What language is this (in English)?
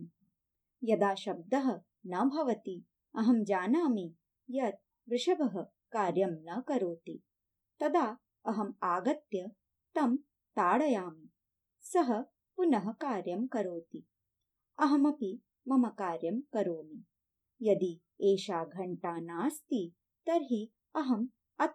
Sanskrit